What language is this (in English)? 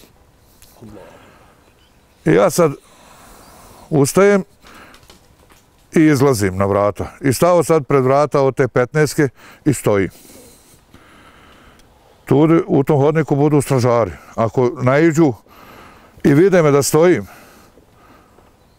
Bosnian